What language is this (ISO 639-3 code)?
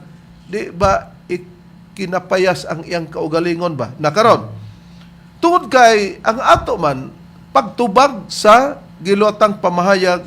ceb